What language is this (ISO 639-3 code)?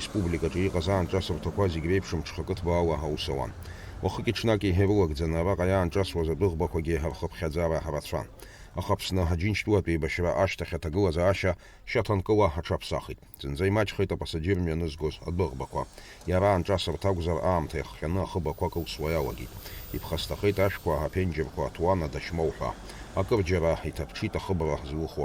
abk